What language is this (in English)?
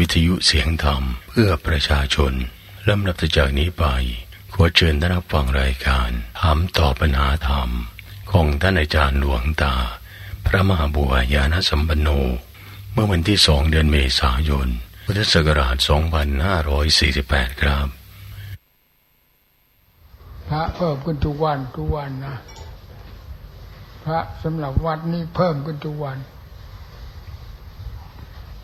Thai